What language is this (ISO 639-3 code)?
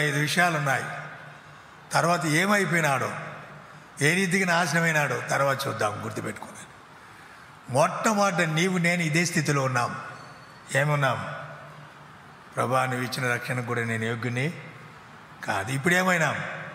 tel